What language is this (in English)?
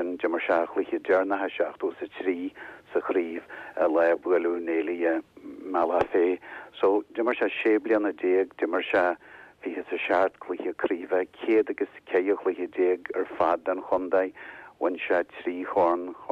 Irish